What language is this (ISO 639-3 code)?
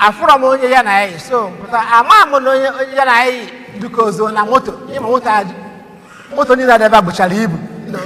ibo